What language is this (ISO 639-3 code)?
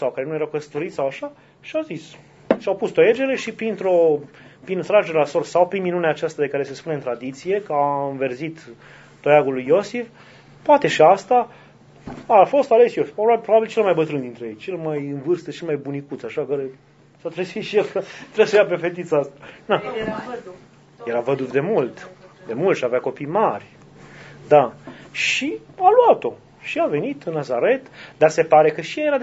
ron